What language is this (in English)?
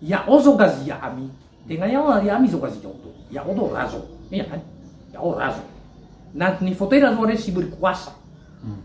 Nias